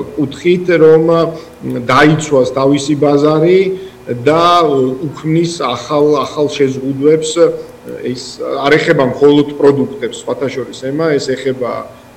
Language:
Georgian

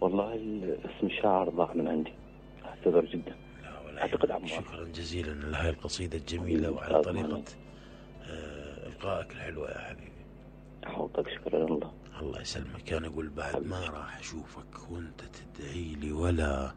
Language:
Mesopotamian Arabic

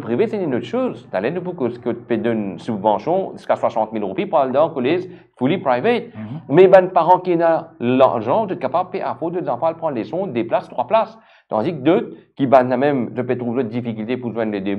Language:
Morisyen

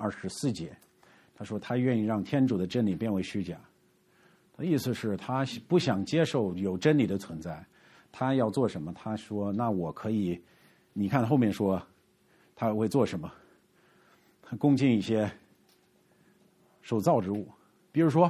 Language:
Chinese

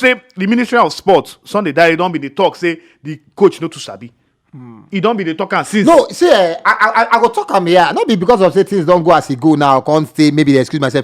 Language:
Nigerian Pidgin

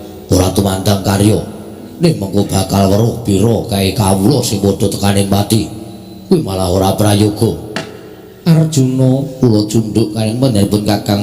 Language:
Javanese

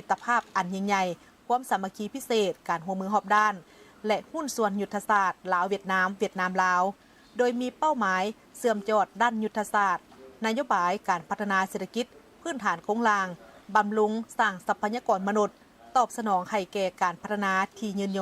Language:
Lao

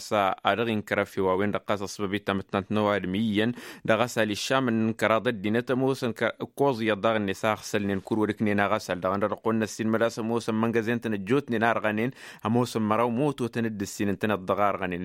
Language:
Tamasheq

